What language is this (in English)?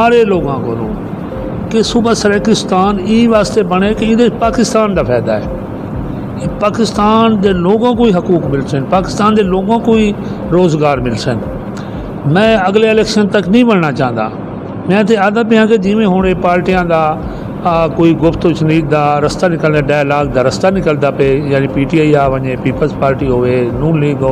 Saraiki